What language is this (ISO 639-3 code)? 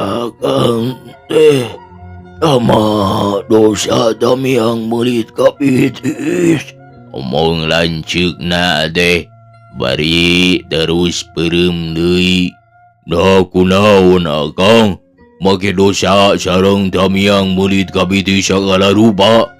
sun